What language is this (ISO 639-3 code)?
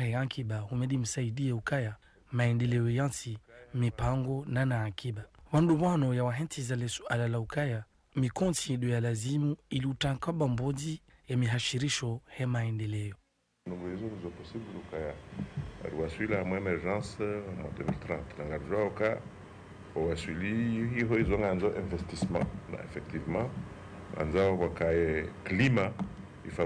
zdj